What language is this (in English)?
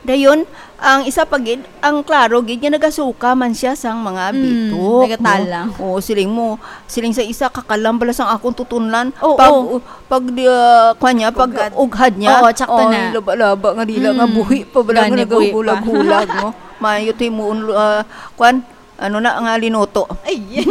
Hiligaynon